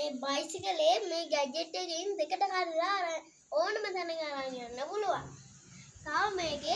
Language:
Sinhala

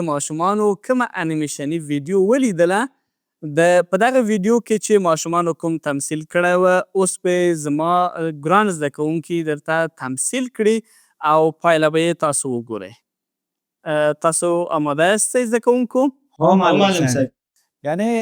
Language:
Pashto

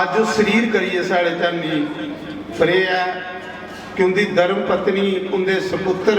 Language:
Dogri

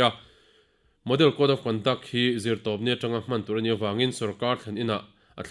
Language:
Mizo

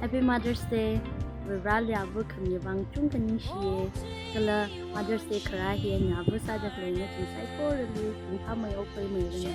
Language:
Tangkhul Naga (India)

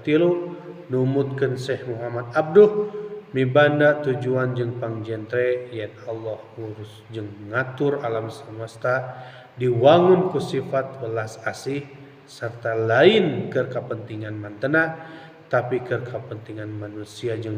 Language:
Sundanese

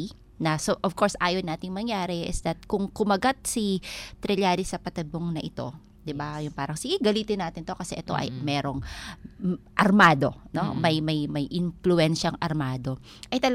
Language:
Filipino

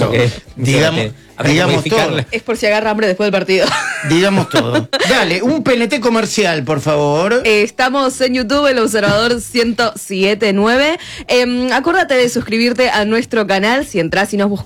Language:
Spanish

